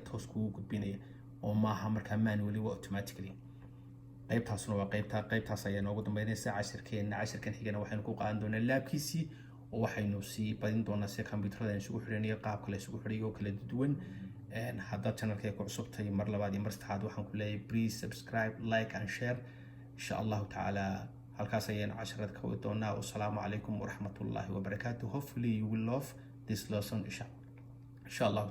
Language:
Somali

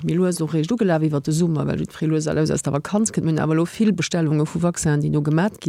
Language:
Luxembourgish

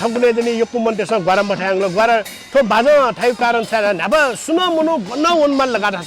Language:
Newari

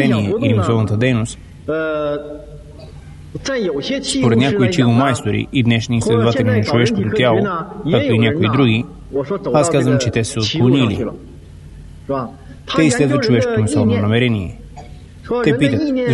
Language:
Bulgarian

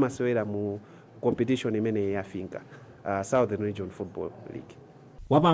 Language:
Nyanja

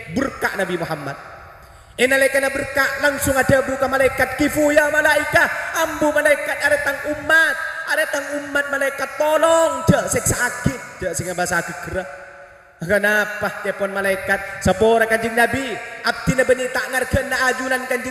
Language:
Madurese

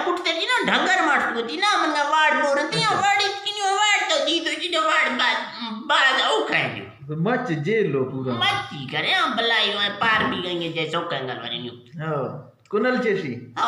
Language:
Eastern Balochi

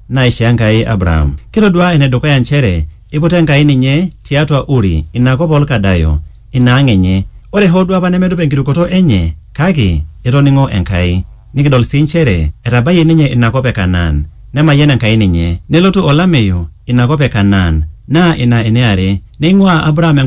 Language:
Masai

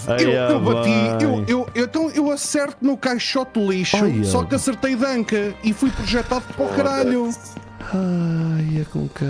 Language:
Portuguese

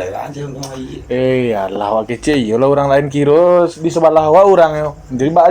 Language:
Minangkabau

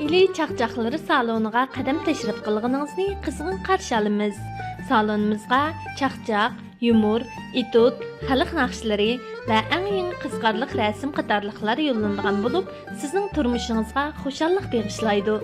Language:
Uyghur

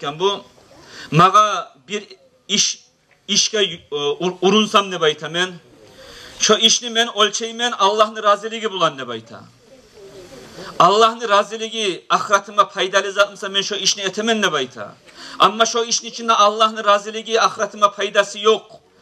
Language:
Kumyk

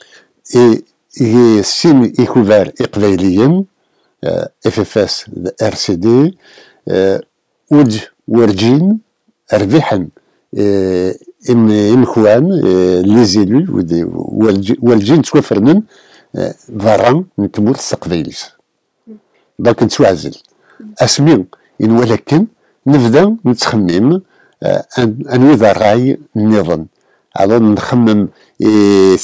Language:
Kabyle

